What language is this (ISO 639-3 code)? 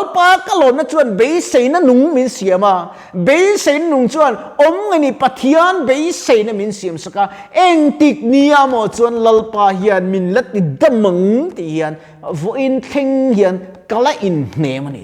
lus